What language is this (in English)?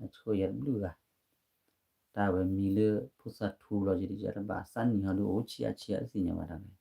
S'gaw Karen